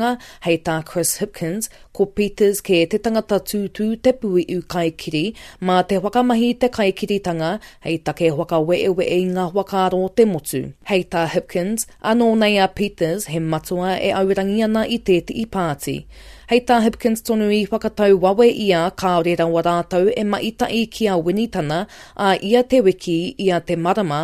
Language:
Māori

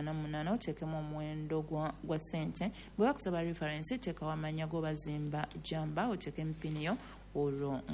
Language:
Ganda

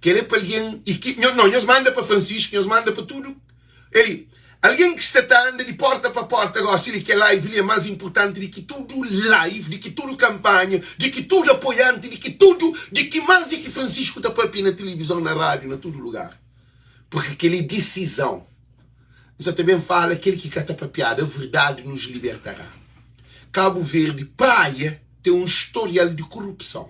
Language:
Kabuverdianu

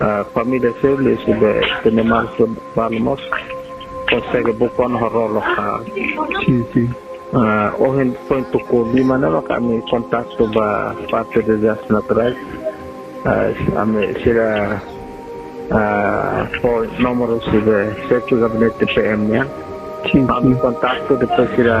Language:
Tetum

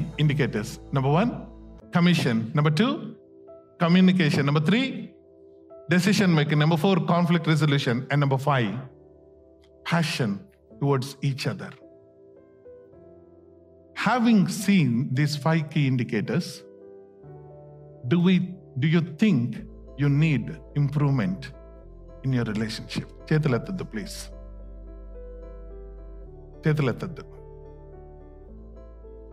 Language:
Telugu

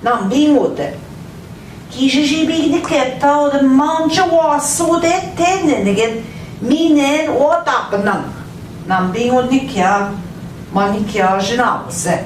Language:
Central Ojibwa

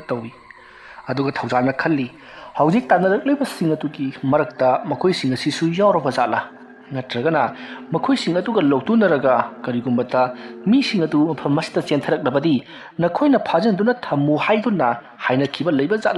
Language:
Manipuri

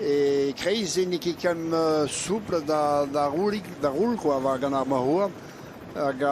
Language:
Breton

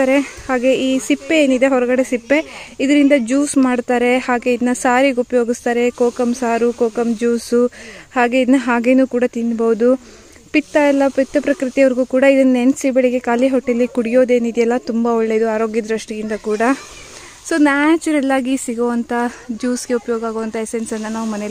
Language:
Kannada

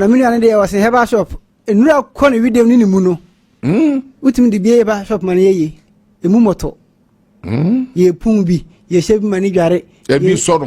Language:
Akan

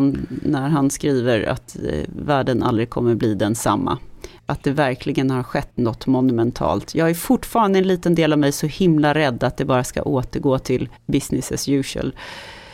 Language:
Swedish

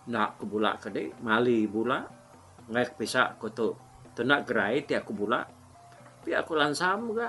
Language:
Iban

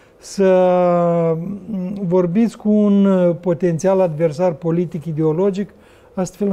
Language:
Romanian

